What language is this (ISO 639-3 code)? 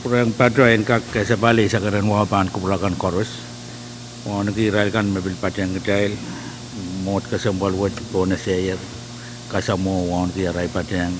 pon